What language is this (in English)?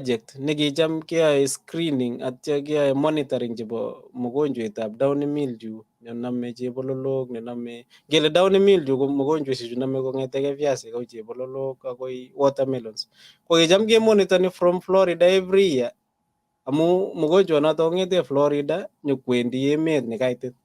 Kalenjin